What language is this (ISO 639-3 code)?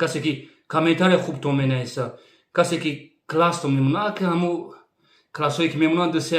tgk